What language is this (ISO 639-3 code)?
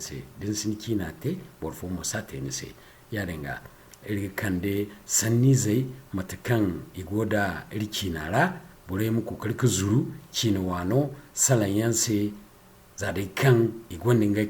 dje